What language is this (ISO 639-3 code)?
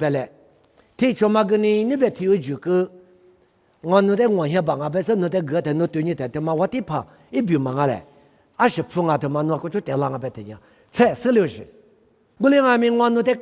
lis